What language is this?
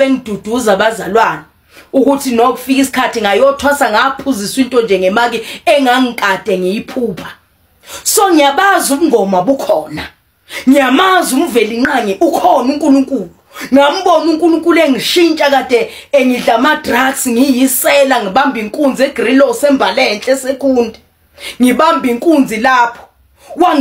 Zulu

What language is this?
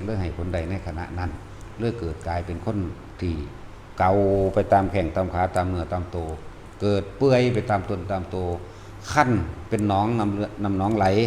Northeastern Thai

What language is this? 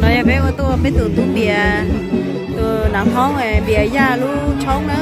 Hmong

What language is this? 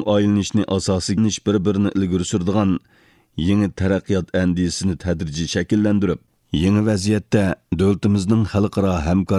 Uyghur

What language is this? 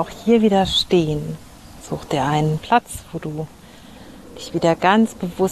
German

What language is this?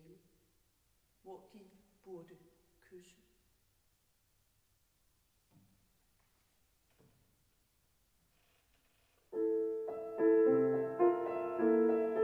Danish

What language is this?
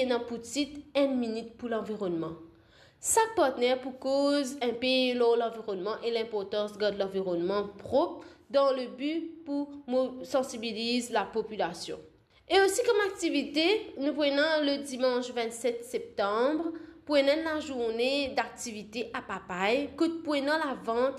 Morisyen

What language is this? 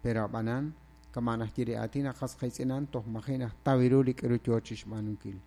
Kekchí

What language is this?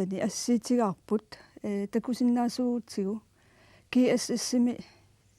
Kalaallisut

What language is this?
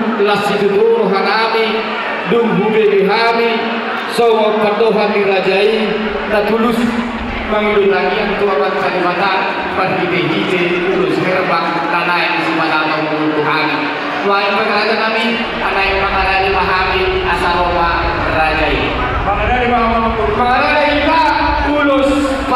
Batak Toba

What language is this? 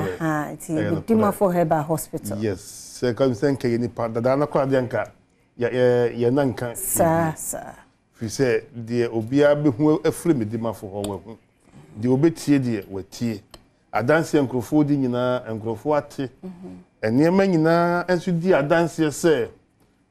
Akan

